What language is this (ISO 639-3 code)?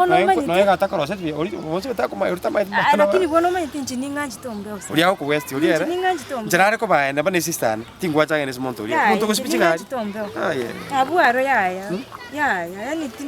guz